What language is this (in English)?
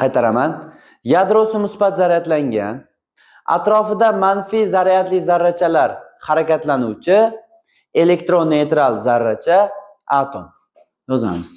Uzbek